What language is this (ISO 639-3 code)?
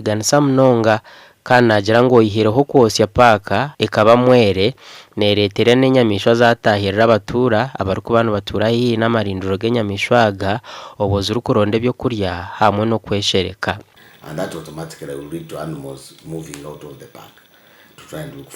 nyn